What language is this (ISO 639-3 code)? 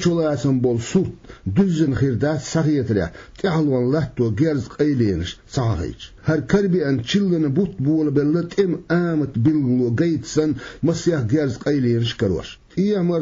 che